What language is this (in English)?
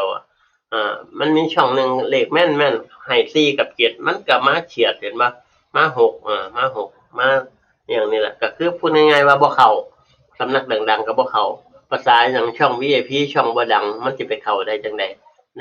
Northeastern Thai